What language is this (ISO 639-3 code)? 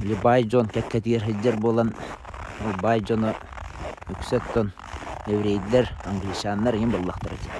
sah